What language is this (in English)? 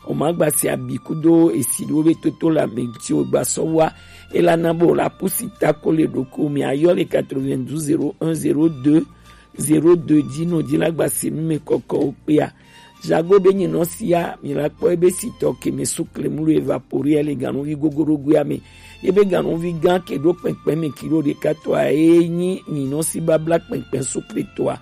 Gen